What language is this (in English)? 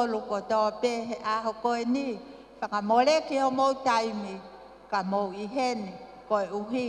Tongan